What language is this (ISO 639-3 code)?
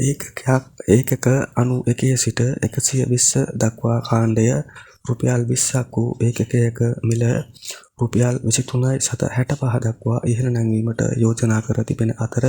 sin